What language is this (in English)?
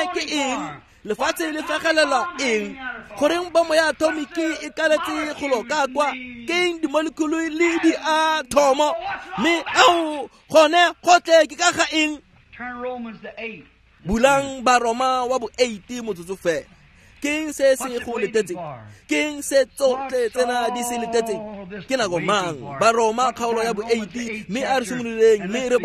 Tswana